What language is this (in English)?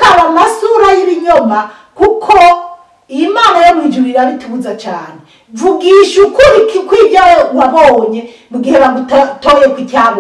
Rundi